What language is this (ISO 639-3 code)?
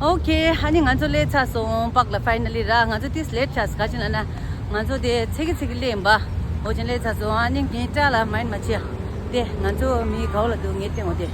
bod